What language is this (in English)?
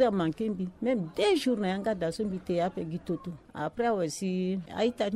Sango